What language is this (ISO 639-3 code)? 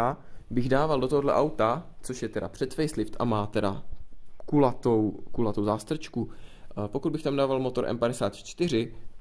ces